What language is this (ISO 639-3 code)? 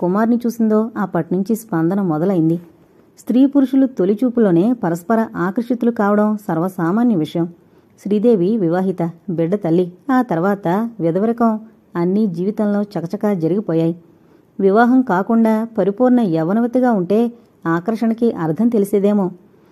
tel